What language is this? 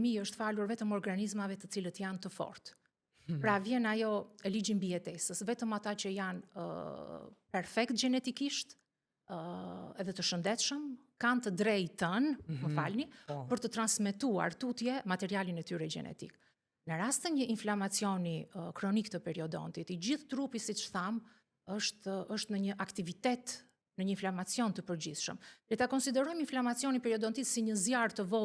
Albanian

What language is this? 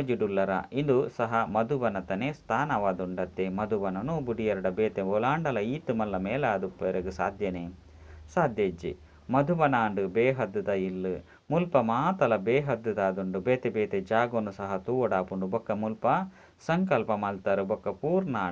Tulu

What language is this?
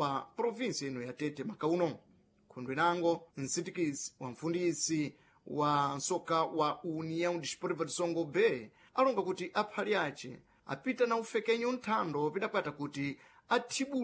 Sena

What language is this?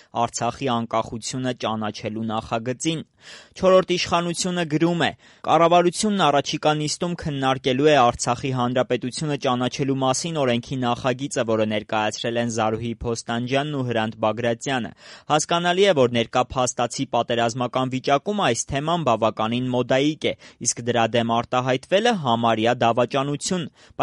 Armenian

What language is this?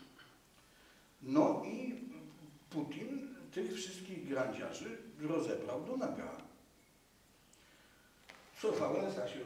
Polish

